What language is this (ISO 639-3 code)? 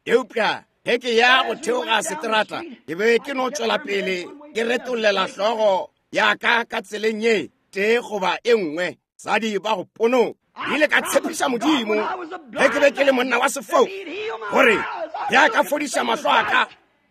nso